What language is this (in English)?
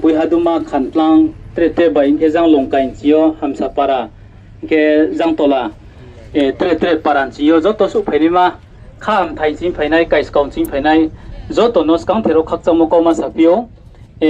Riang (India)